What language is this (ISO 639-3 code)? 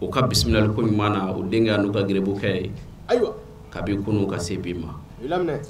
bam